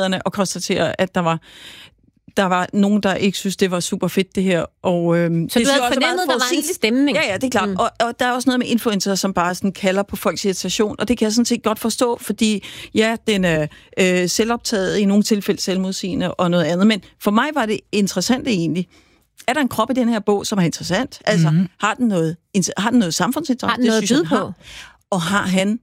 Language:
Danish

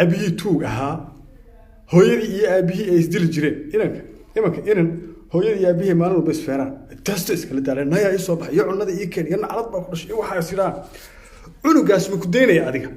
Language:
Somali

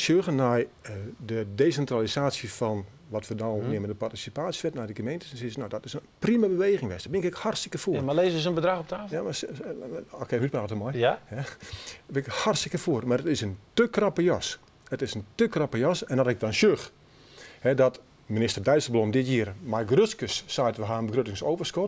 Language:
Western Frisian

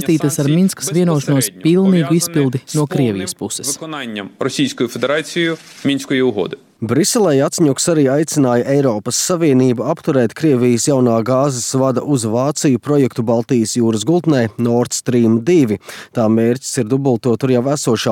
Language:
Latvian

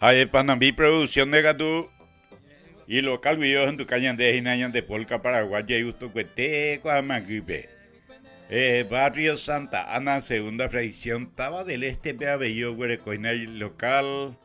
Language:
Guarani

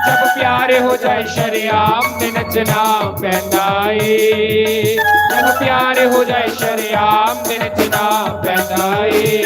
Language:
Dogri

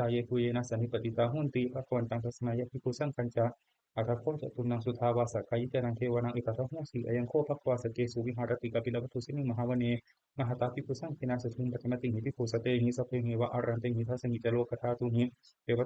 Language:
Pali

